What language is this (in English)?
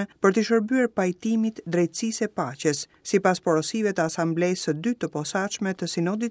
Albanian